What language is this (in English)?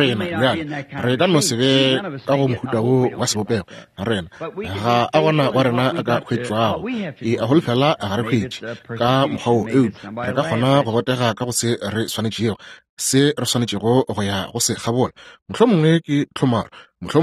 Northern Sotho